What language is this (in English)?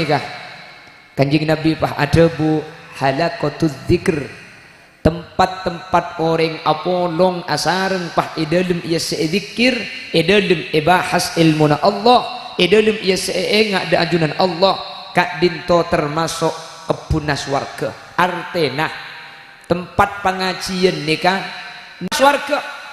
Madurese